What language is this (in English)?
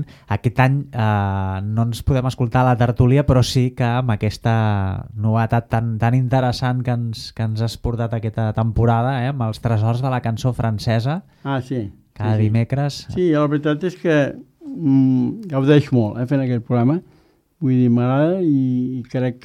Catalan